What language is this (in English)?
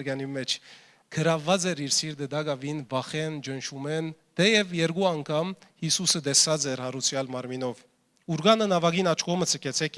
Western Armenian